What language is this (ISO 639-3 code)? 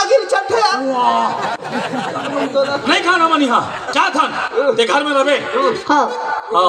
hne